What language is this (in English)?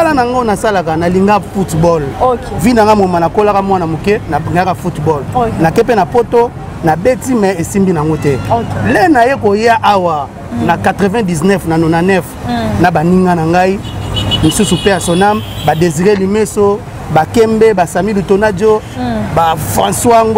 Lingala